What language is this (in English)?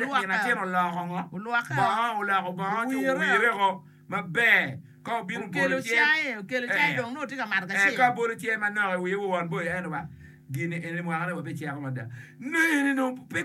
Acoli